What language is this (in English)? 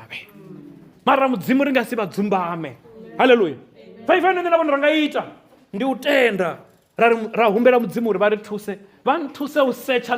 Venda